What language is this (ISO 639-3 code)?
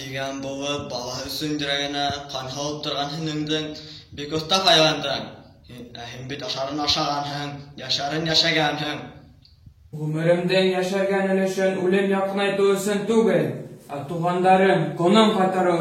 bak